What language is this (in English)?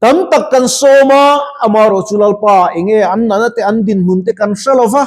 Mizo